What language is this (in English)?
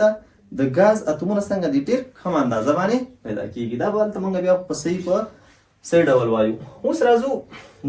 Pashto